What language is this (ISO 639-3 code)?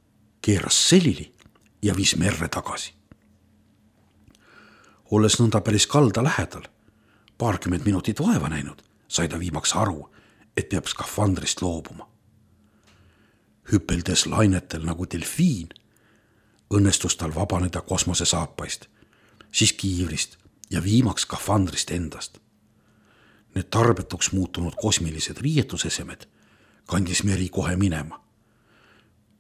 est